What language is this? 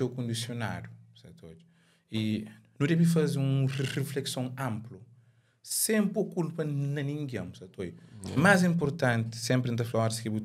Kabuverdianu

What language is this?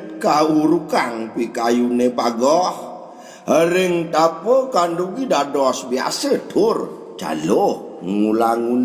Balinese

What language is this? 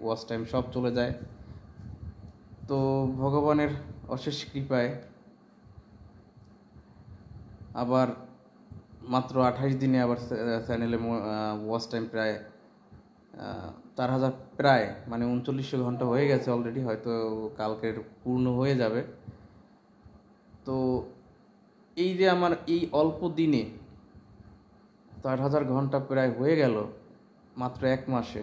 Bangla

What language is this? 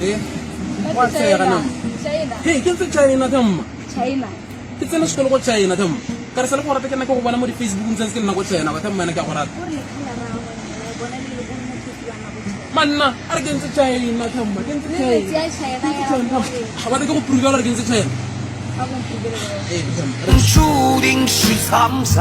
Tswana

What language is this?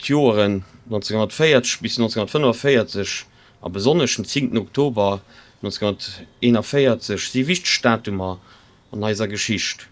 Luxembourgish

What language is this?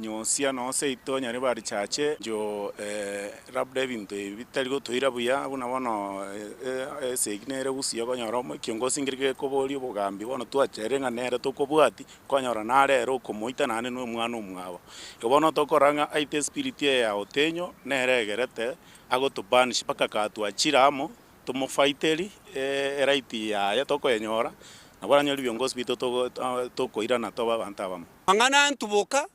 Gusii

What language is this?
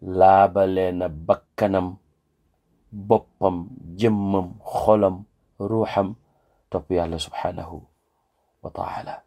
Wolof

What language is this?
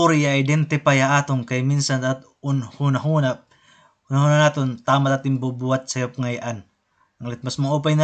Waray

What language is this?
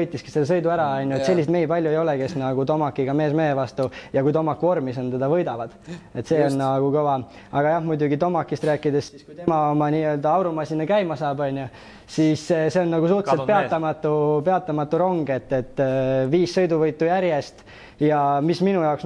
Estonian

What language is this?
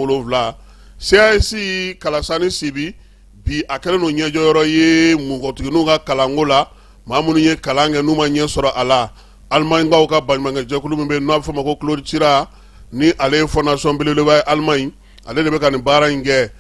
Bambara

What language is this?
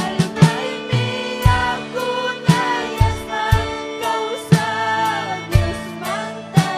Ayacucho Quechua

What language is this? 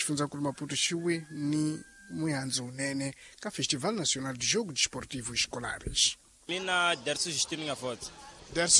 Tsonga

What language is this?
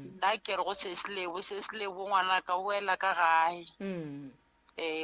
Northern Sotho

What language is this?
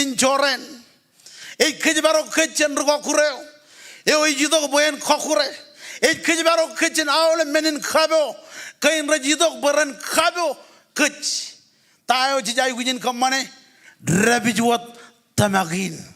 Marshallese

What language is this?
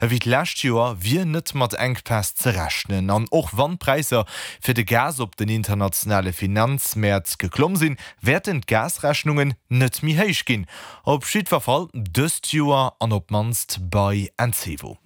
Luxembourgish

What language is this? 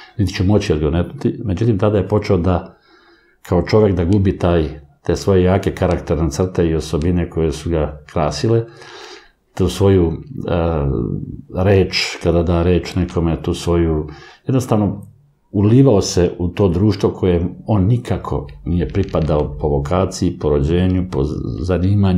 Serbian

